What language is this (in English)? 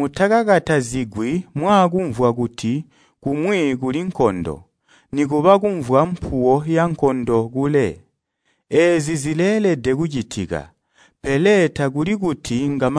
Tonga (Zambia)